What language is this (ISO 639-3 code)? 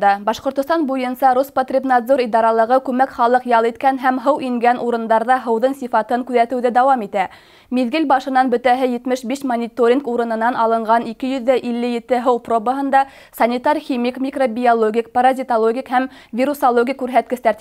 bak